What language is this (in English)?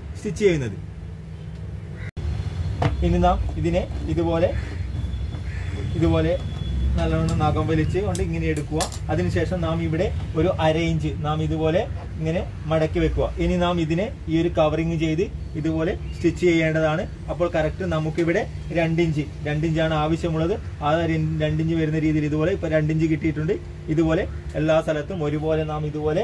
Malayalam